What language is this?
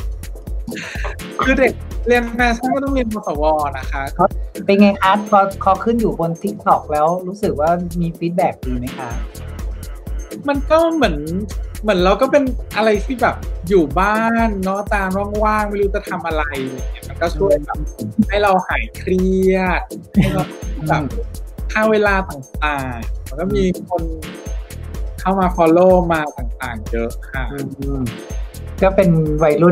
Thai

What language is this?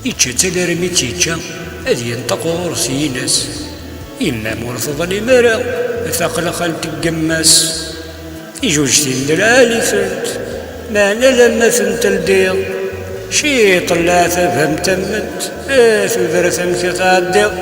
Kabyle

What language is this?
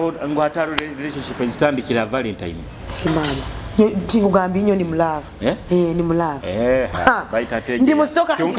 Nyoro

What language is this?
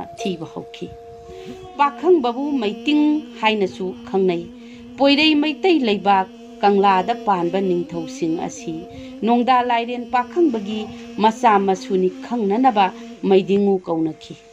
Manipuri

